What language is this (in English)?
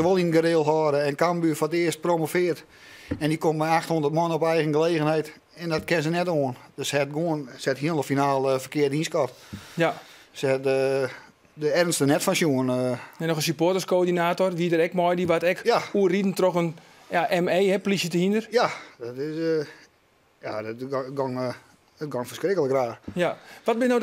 Western Frisian